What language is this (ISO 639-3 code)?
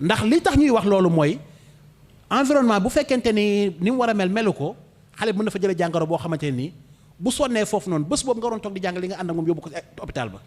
wol